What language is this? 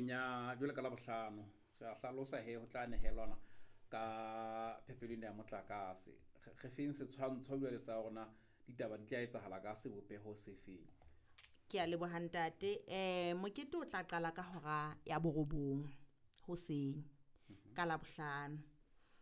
Southern Sotho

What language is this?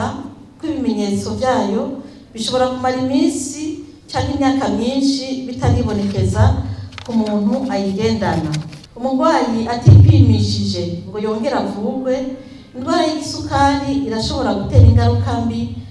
Rundi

